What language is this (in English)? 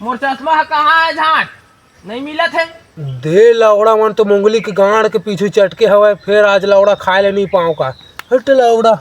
Chhattisgarhi